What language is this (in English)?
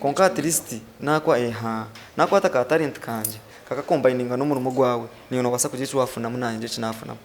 Nyankole